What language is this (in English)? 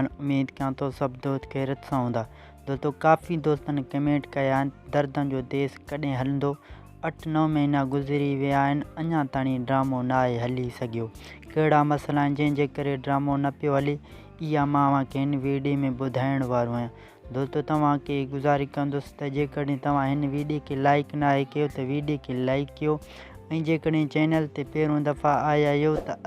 Sindhi